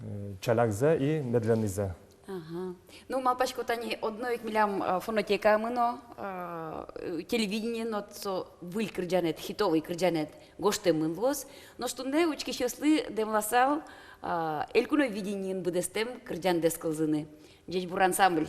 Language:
Udmurt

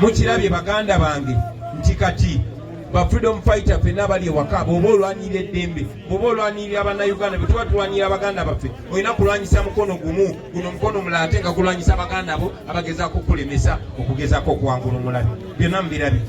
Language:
Ganda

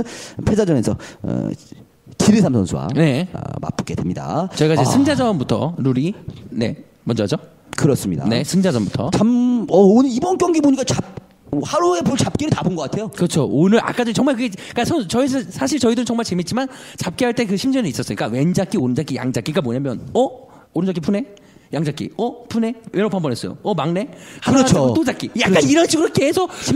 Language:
Korean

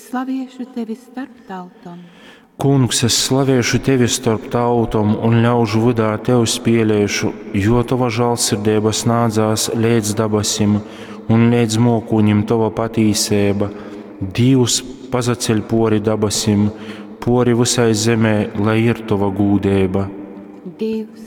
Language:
Latgalian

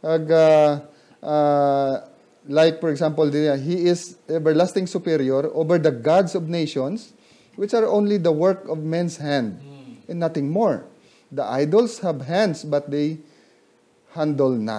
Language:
Hiligaynon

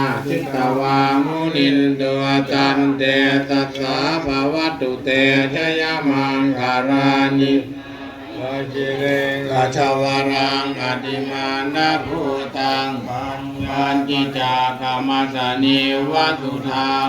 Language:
Pali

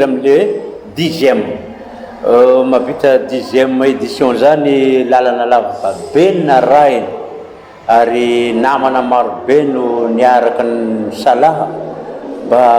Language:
Malagasy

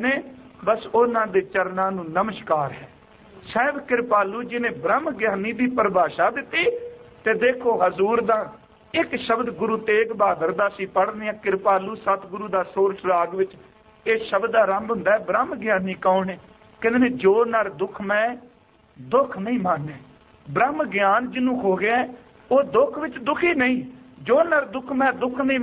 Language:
Punjabi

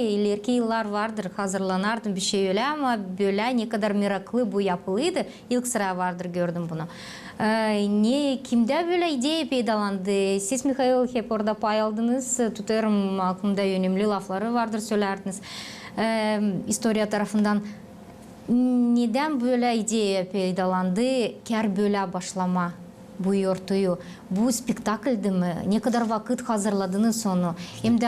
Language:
Gagauz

